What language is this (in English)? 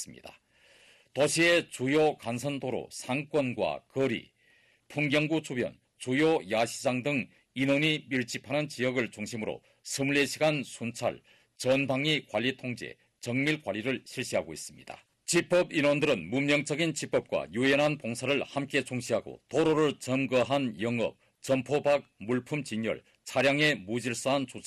Korean